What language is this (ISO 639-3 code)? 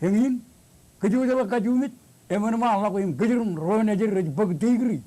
mah